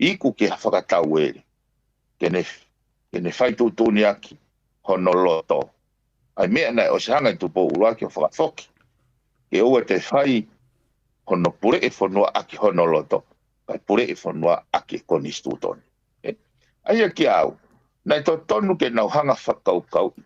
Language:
Tongan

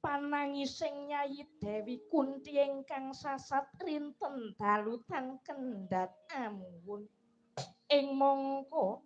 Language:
Javanese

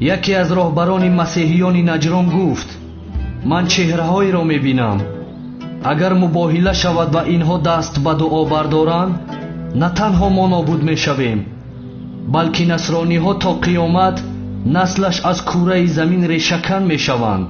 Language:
Tajik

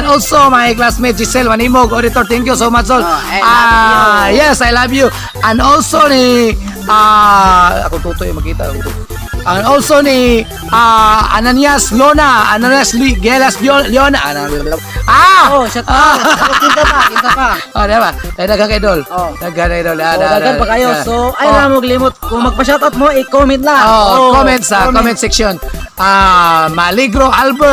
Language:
Cebuano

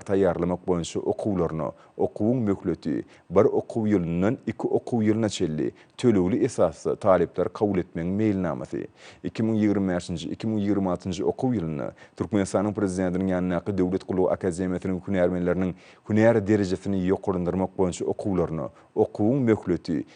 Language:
Turkmen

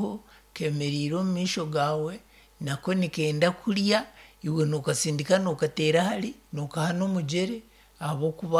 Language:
Nyankole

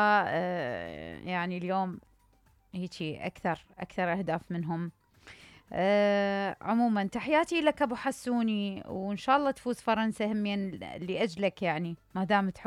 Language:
Mesopotamian Arabic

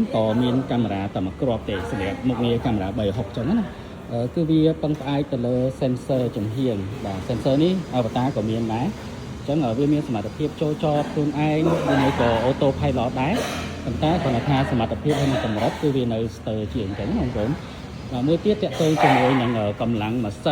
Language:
Khmer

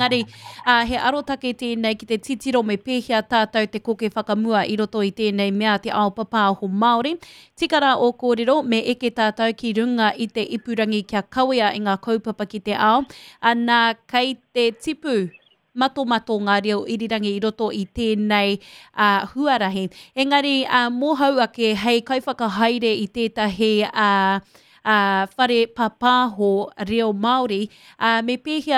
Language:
Māori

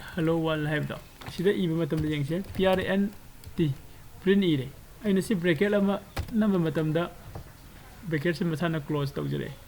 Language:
Manipuri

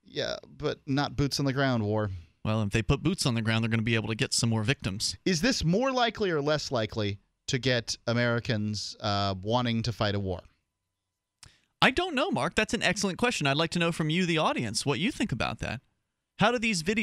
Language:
English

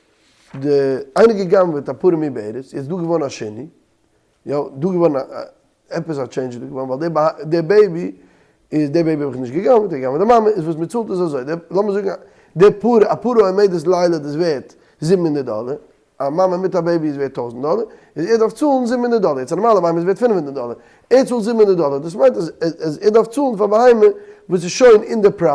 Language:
Yiddish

